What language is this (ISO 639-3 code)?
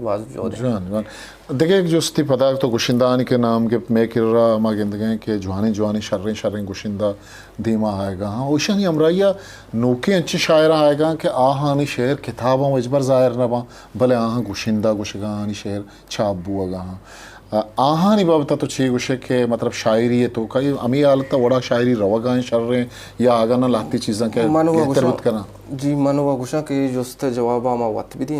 bgp